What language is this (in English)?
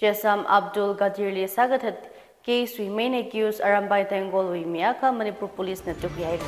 Tangkhul Naga (India)